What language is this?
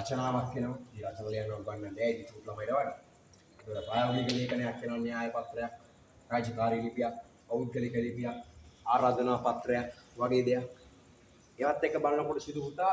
Sinhala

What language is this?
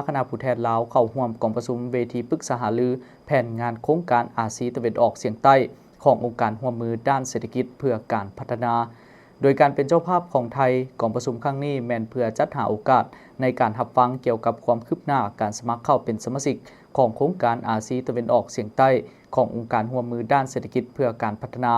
Lao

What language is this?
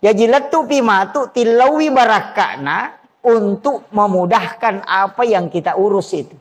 Buginese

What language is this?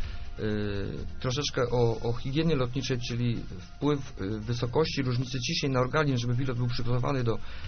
Polish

